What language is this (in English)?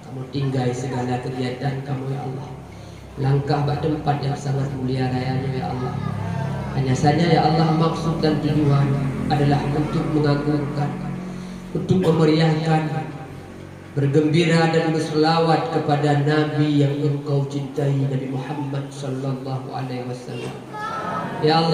Achinese